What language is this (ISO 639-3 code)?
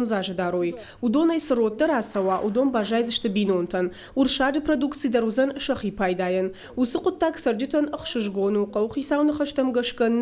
oss